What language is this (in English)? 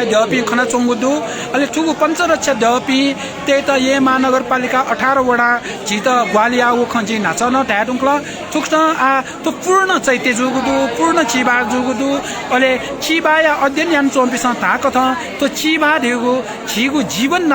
Newari